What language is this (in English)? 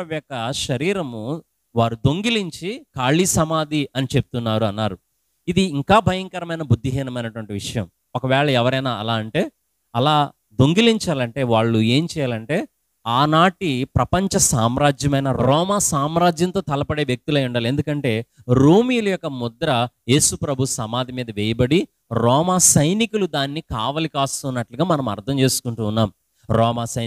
Telugu